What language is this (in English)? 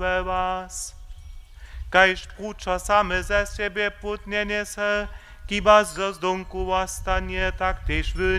Upper Sorbian